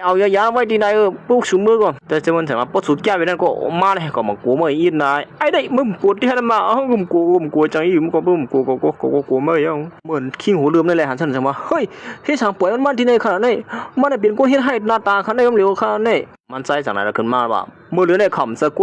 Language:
Shan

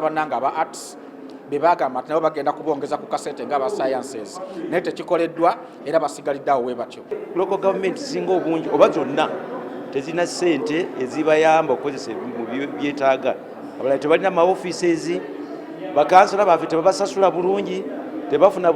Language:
Ganda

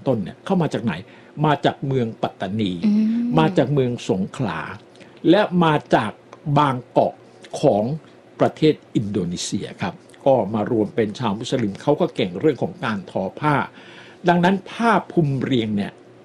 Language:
Thai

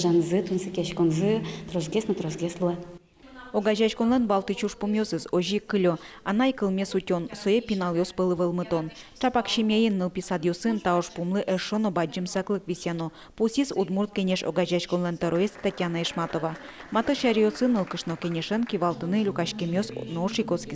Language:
Udmurt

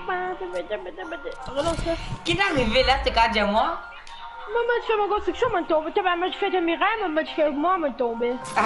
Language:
Morisyen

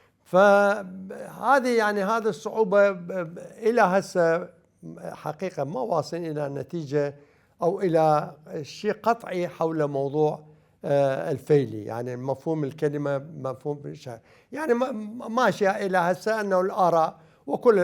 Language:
Mesopotamian Arabic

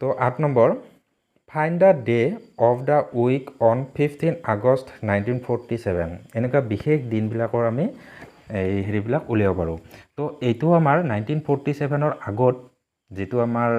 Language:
Assamese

